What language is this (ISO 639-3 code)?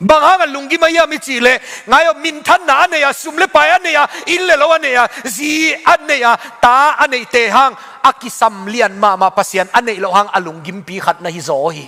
ctd